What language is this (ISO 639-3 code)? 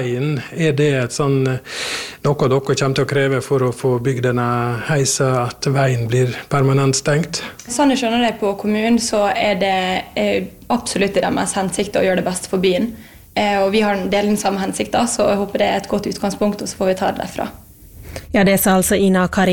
nor